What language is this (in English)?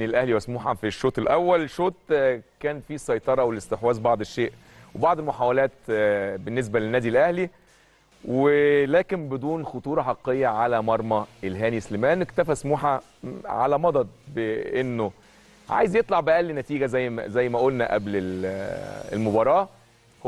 Egyptian Arabic